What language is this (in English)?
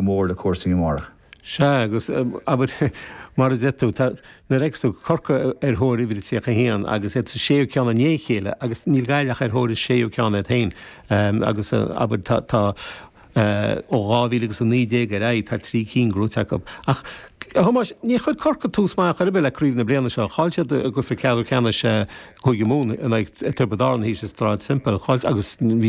Irish